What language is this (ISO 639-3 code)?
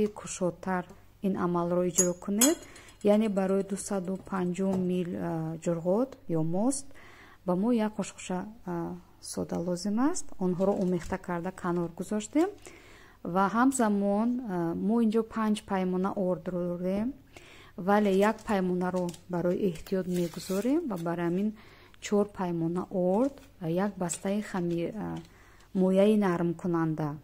tgk